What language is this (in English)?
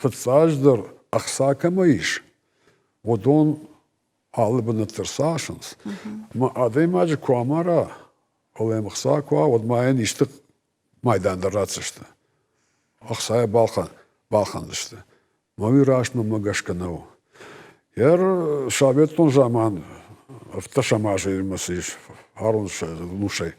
Ossetic